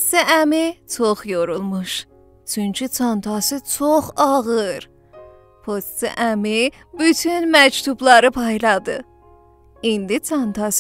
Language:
South Azerbaijani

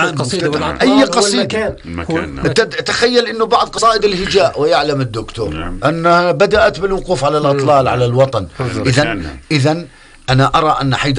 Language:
North Levantine Arabic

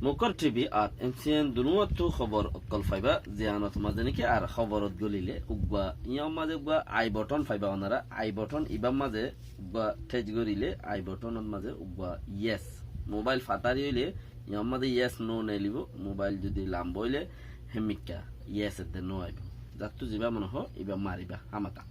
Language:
Rohingya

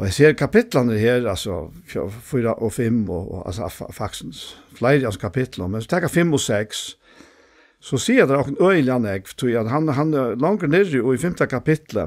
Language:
Faroese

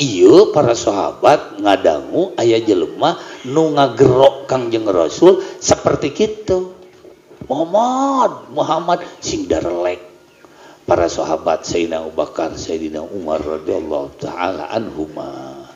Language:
Sundanese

